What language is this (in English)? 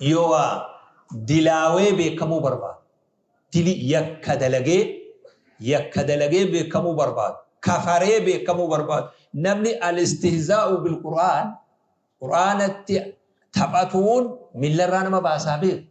Oromo